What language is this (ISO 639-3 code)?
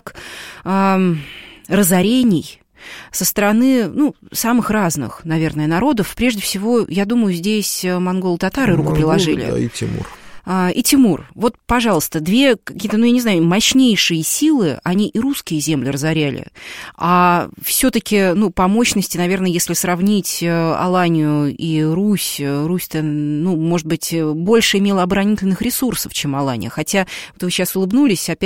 rus